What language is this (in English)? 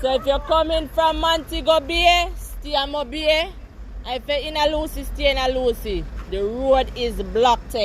Jamaican Creole English